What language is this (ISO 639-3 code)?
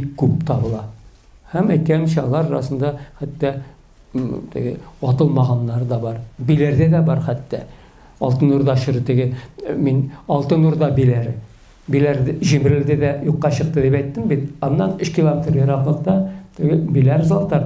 tat